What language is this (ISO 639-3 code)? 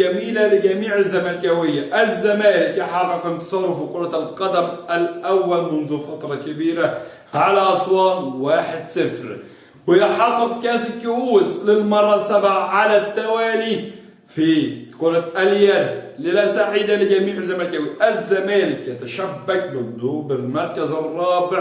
arz